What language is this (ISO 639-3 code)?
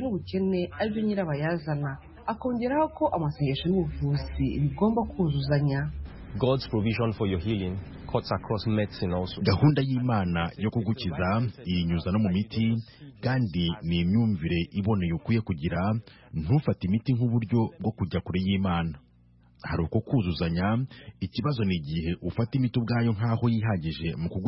kin